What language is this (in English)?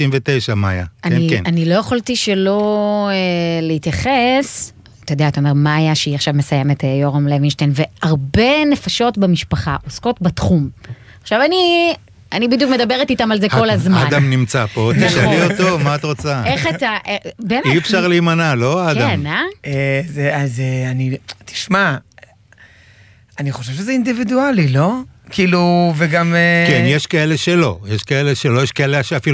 Hebrew